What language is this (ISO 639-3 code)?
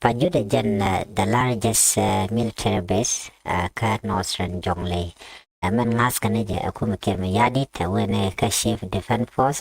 nus